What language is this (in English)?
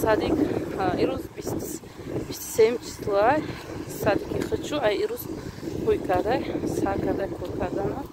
Tajik